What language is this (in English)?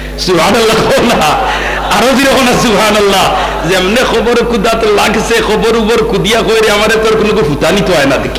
Sylheti